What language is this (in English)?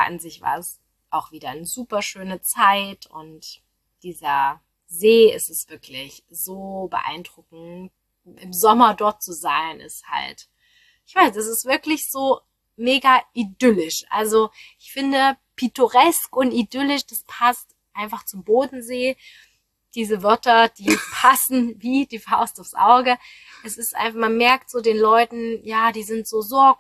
German